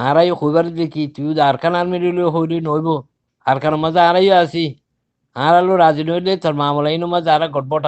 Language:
Rohingya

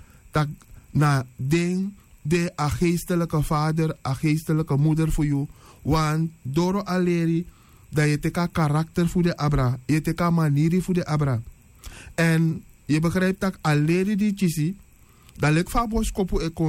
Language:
Sranan Tongo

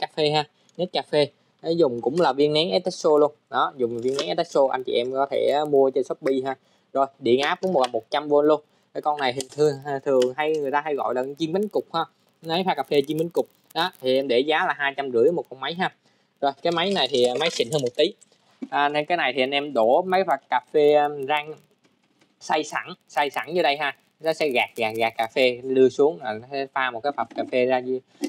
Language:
Vietnamese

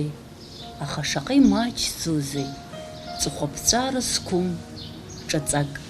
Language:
Abkhazian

